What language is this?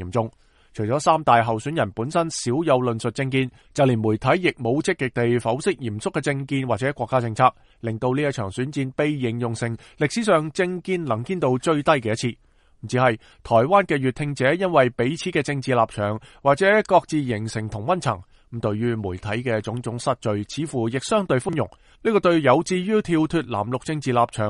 Cantonese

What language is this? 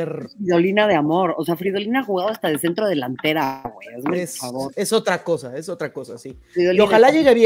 Spanish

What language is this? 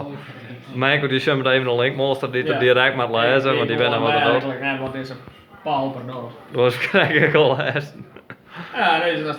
Western Frisian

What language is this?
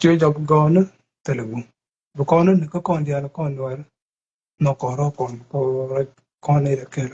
Nuer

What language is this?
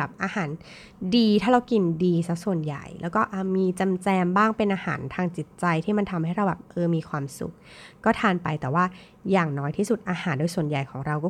Thai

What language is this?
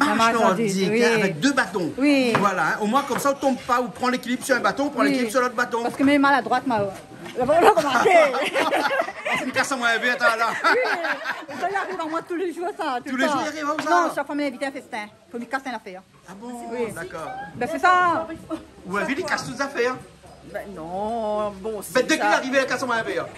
Réunion Creole French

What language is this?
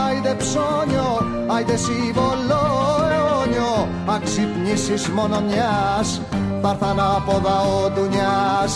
Greek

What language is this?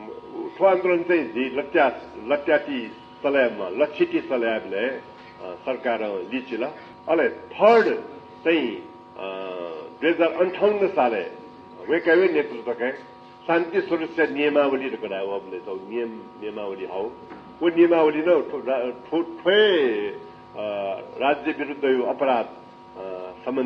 Newari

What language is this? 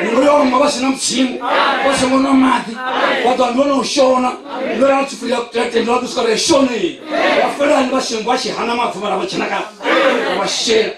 Venda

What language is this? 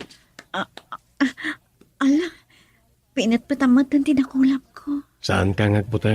Iloko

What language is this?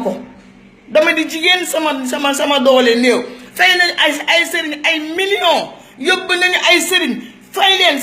Wolof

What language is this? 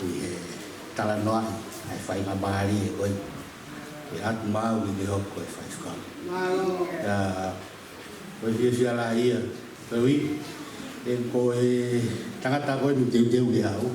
Tongan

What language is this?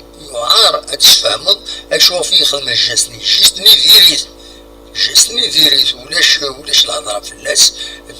Kabyle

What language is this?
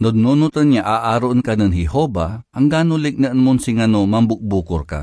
Pangasinan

